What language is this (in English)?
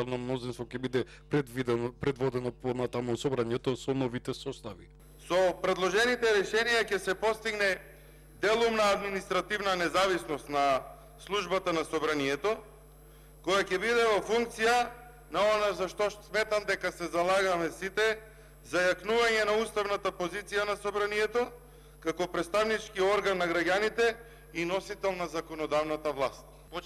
Macedonian